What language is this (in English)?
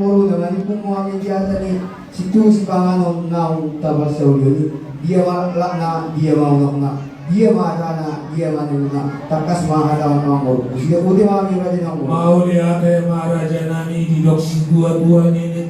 Batak Toba